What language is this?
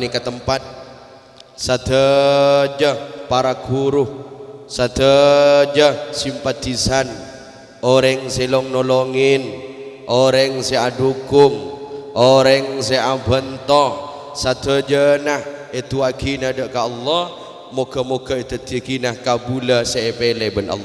Madurese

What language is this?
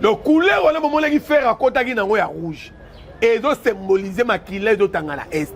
Lingala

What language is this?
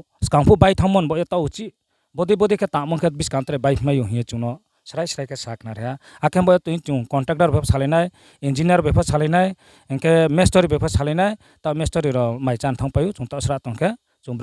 Riang (India)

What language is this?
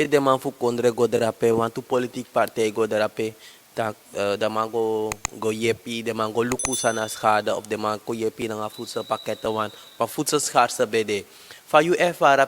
Sranan Tongo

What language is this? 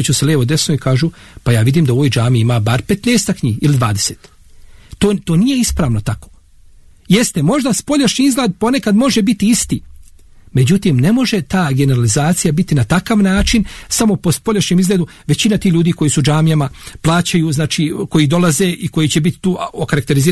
Bosnian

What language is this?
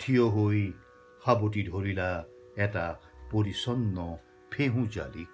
Assamese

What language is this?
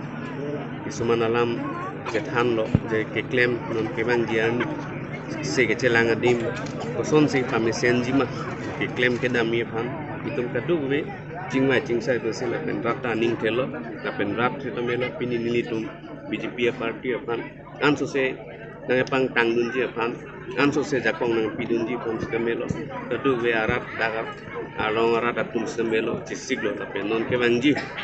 Karbi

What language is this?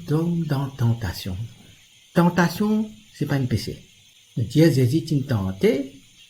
Morisyen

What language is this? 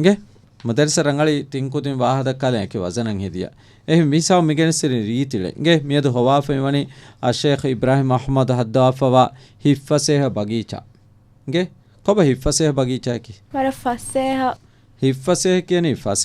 Divehi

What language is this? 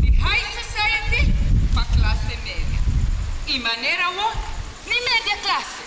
Papiamento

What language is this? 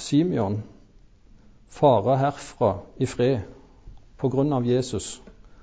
Norwegian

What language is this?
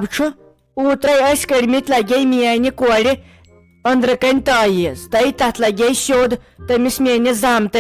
Kashmiri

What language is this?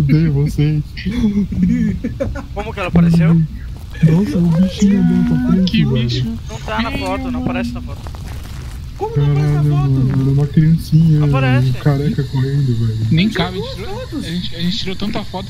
Portuguese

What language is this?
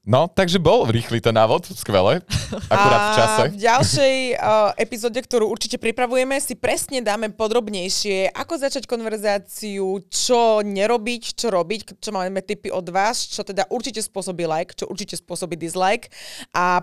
Slovak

